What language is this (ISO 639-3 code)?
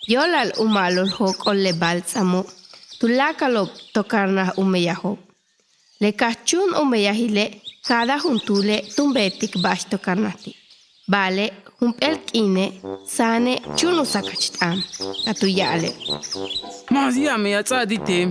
yua